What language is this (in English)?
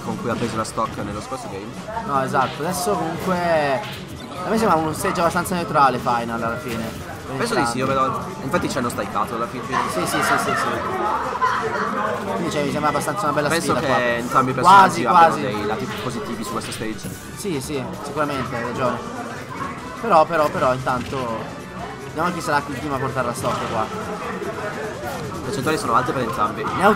Italian